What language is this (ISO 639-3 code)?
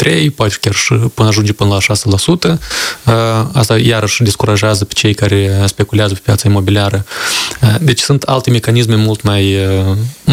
ron